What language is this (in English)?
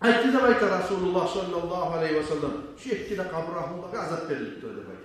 Kumyk